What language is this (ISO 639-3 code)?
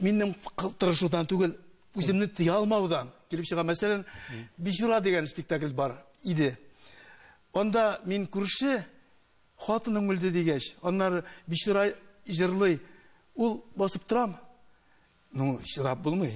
tat